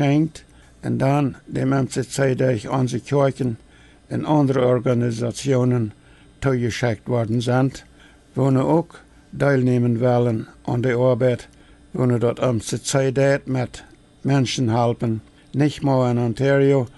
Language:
Plautdietsch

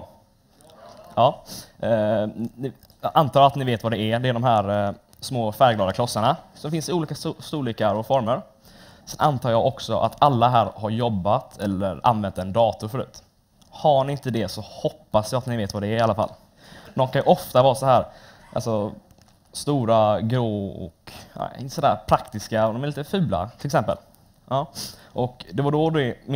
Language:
Swedish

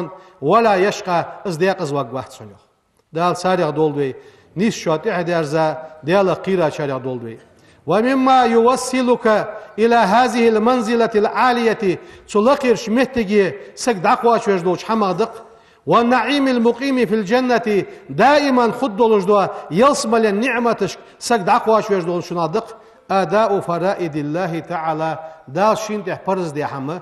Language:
Ingush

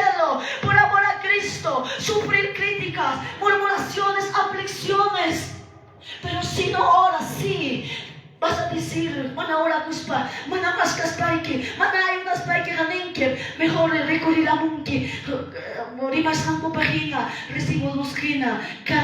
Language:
Quechua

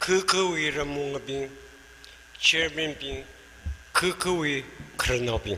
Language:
Tangkhul Naga (India)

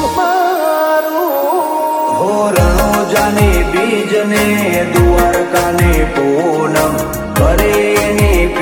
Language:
Gujarati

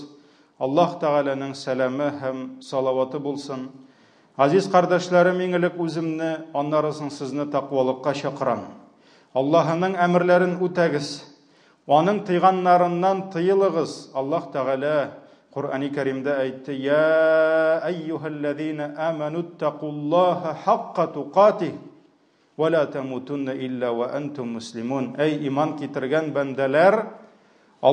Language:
Tatar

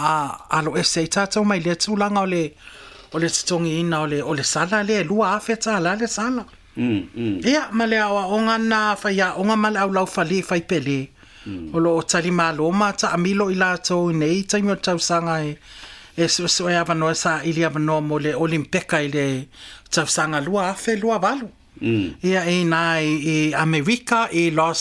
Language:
Samoan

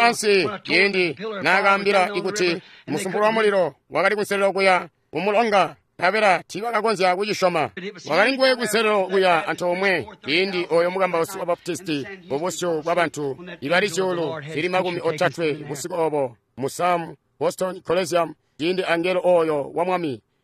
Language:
Tonga (Zambia)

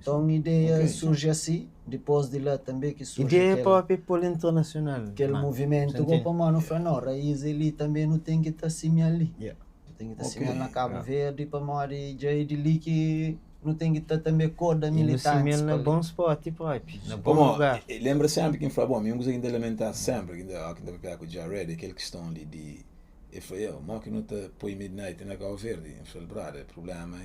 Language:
Kabuverdianu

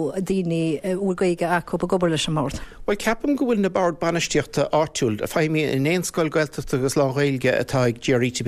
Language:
Irish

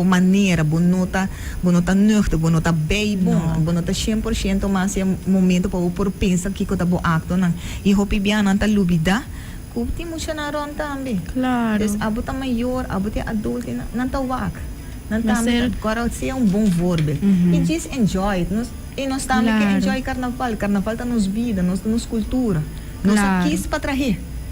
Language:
Papiamento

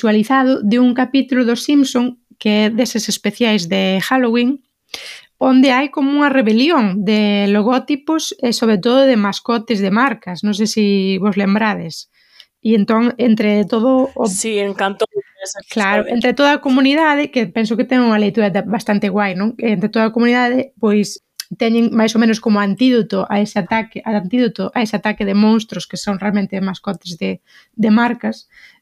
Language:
Galician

